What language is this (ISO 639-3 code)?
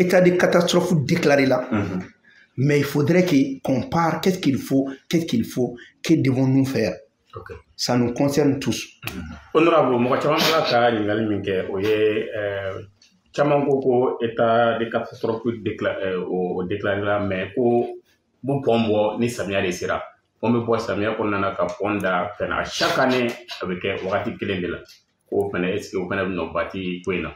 bam